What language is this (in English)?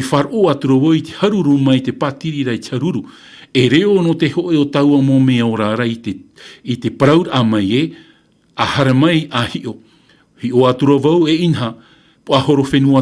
Tahitian